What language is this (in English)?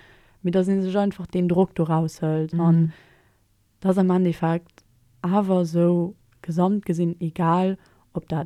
Luxembourgish